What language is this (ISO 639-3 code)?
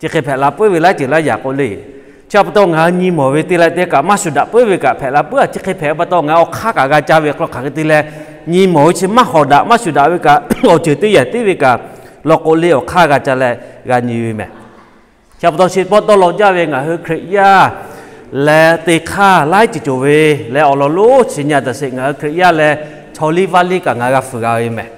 lhu